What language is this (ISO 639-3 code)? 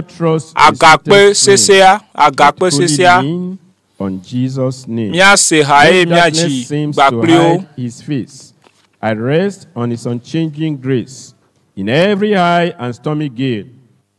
ewe